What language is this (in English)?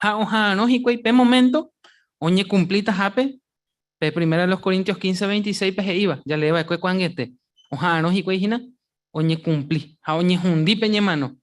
Guarani